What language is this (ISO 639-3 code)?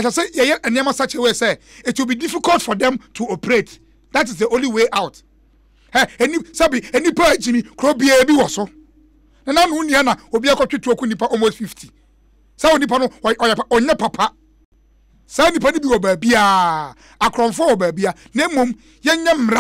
aka